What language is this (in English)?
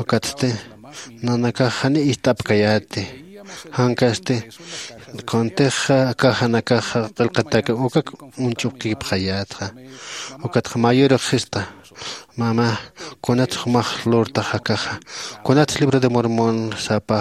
Aymara